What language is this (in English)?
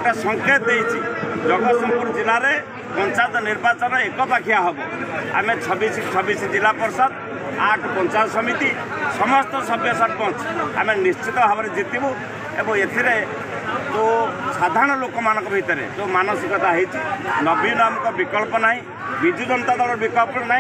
Odia